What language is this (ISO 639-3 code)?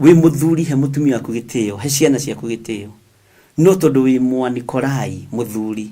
kik